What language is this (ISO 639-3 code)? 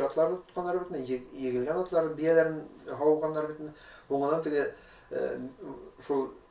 bak